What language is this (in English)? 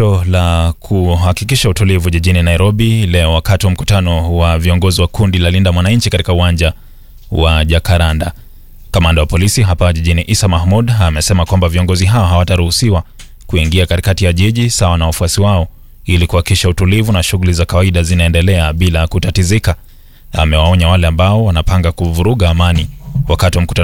Swahili